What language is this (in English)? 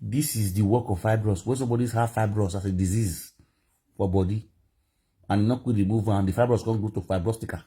Nigerian Pidgin